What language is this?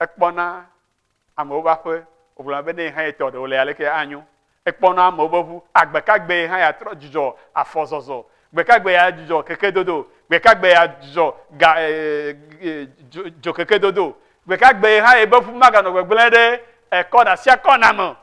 Ewe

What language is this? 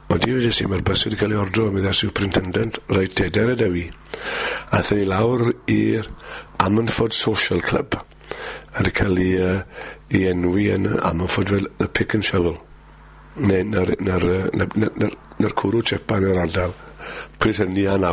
Welsh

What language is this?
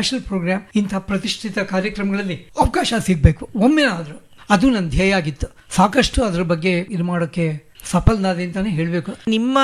Kannada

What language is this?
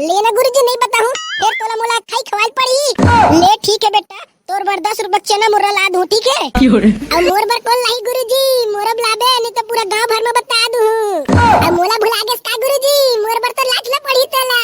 Chhattisgarhi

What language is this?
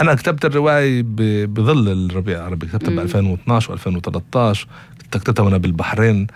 North Levantine Arabic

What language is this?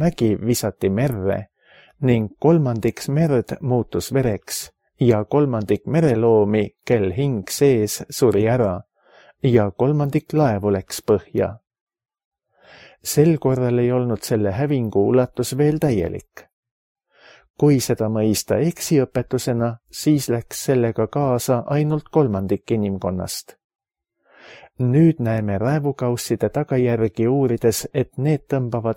Estonian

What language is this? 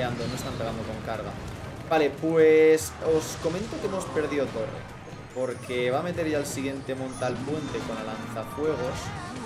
Spanish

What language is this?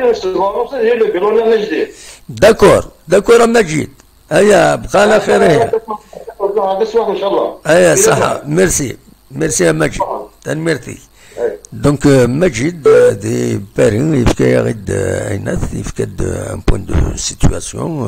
Kabyle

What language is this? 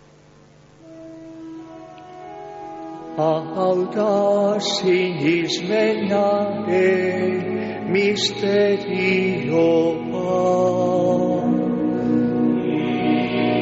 Basque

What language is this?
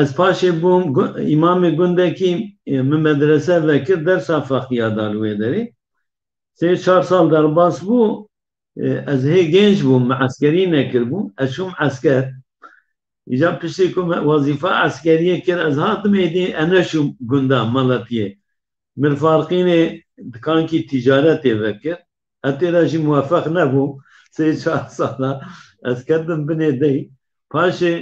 Kurdish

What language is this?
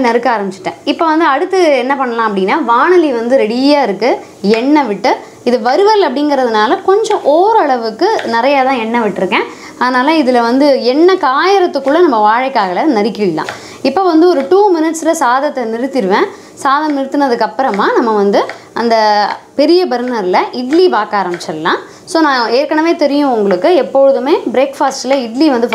Tamil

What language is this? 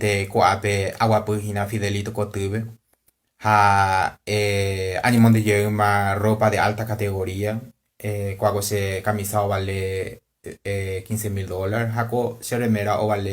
Guarani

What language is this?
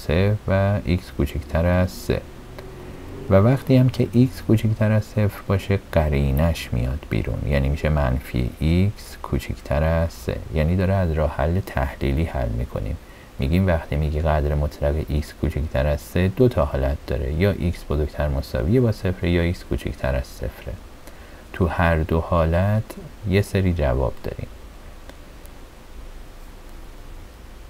Persian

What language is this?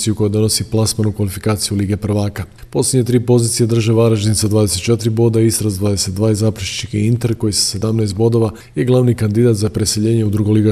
Croatian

